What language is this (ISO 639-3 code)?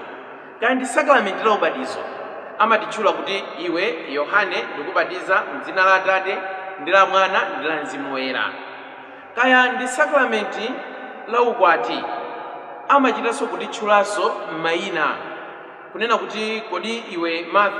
nya